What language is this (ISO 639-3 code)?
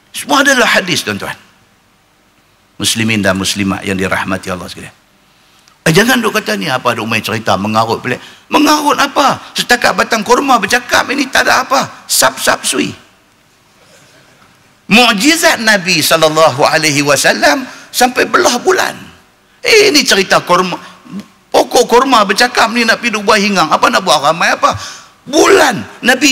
msa